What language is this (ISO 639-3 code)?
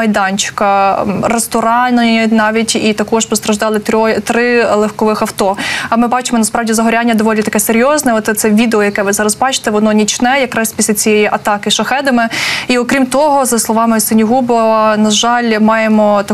ukr